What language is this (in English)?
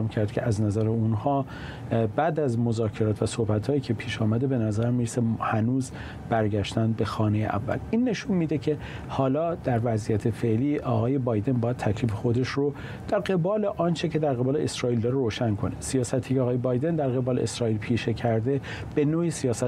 Persian